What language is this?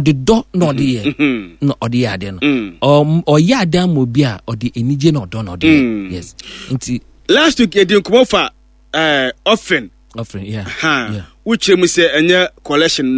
Akan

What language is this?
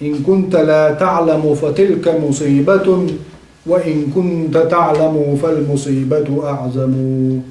Chechen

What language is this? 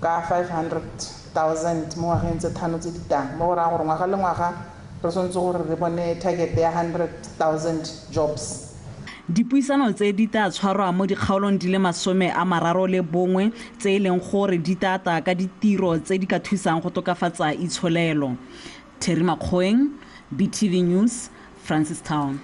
Tswana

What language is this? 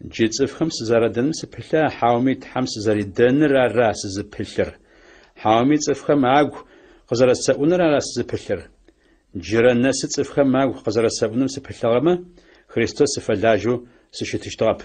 Adyghe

